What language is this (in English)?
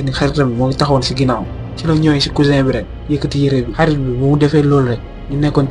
Wolof